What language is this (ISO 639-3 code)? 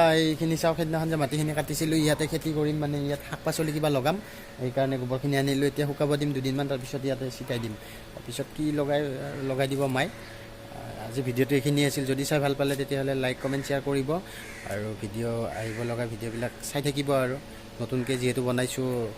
asm